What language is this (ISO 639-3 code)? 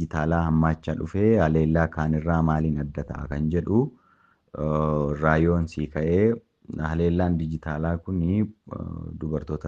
orm